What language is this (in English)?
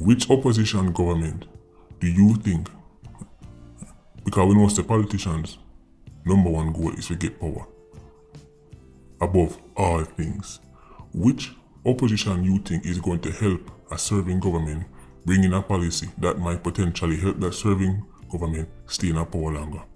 Jamaican Creole English